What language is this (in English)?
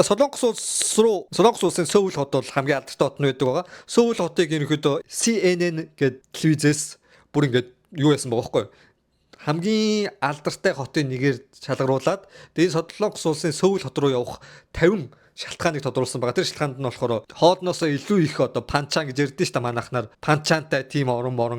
Mongolian